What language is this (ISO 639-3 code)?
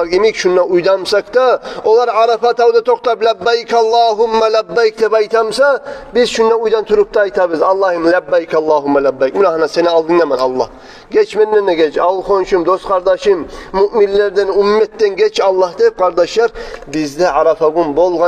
kum